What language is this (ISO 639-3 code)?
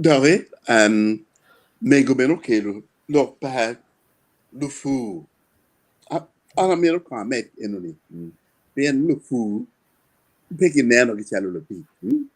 ach